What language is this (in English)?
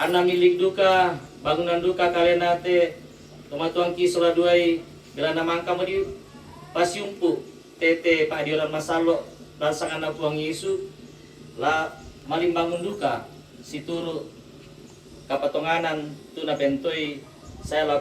Toraja-Sa'dan